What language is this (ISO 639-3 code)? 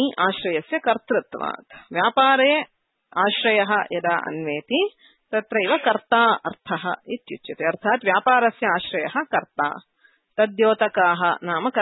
san